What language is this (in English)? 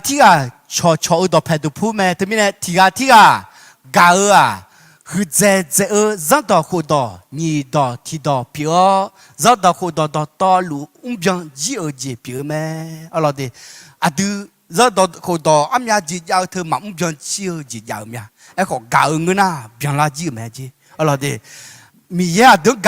Akha